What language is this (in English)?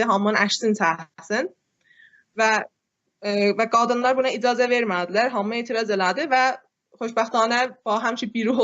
South Azerbaijani